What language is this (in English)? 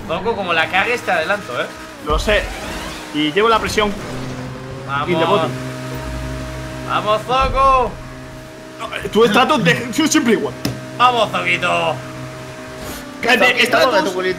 Spanish